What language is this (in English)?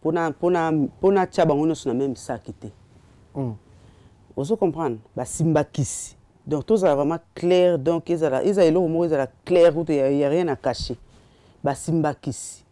Lingala